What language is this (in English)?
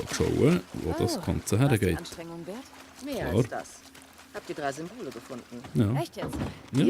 Swiss German